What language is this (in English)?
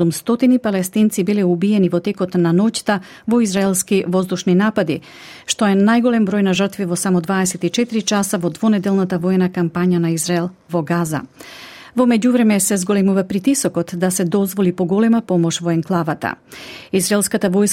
Macedonian